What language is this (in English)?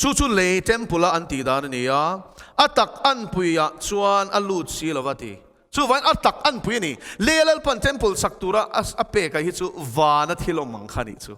Mizo